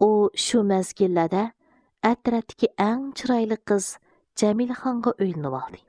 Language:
Uyghur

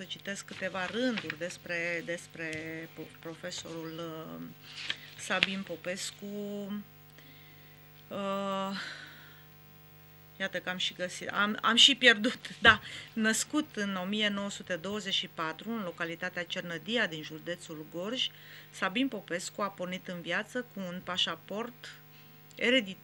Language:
Romanian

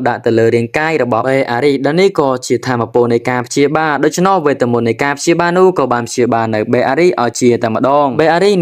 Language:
Khmer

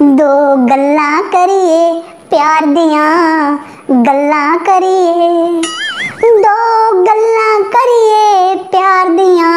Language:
Dogri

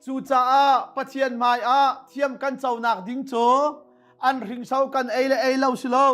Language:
Hakha Chin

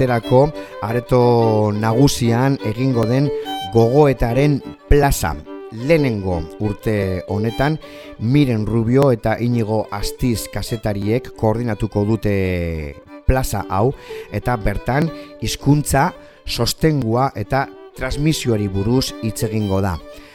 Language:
Basque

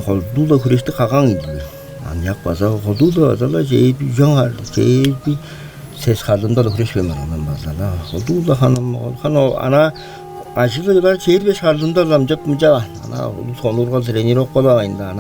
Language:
Tuvinian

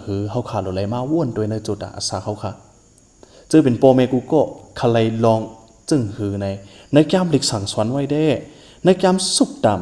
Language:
Shan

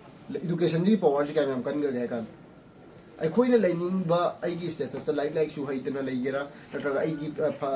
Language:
Manipuri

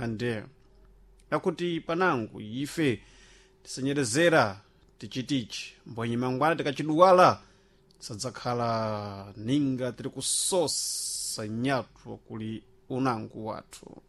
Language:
Sena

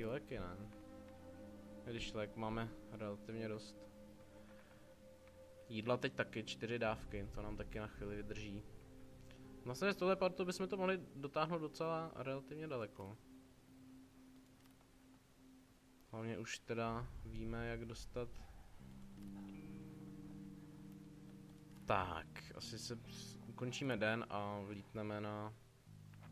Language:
Czech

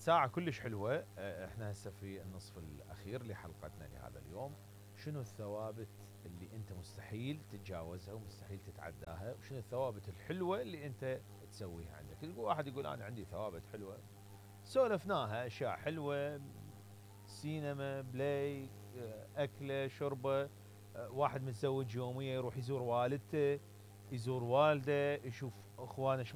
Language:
Mesopotamian Arabic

